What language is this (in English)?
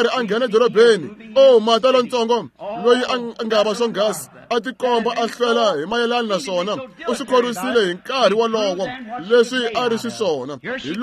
Tsonga